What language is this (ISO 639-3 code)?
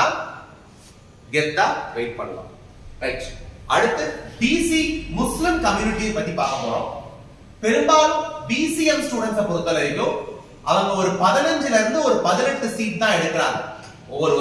tam